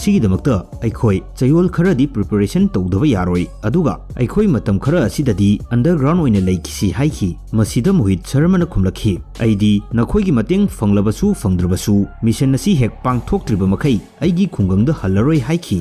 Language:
Manipuri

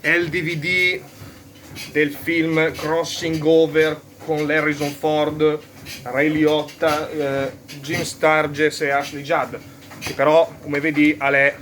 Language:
Lombard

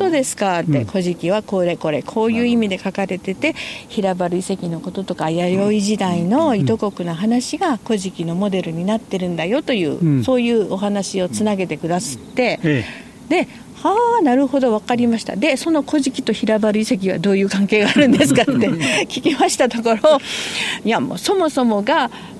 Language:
Japanese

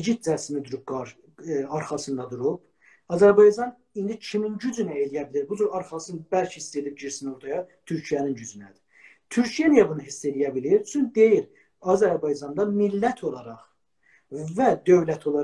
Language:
South Azerbaijani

